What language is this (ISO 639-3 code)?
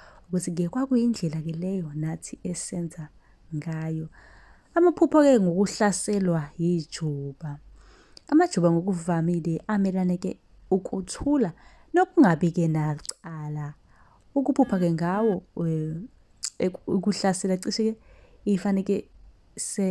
zul